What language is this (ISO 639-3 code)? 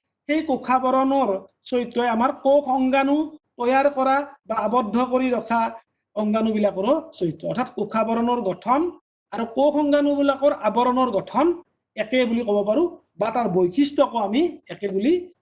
asm